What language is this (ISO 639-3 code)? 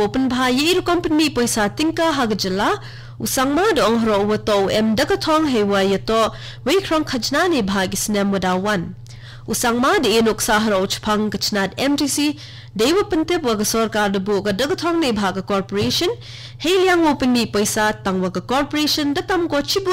kha